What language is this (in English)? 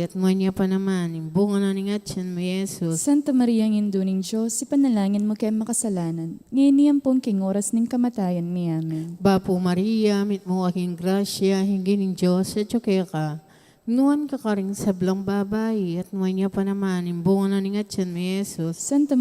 Pampanga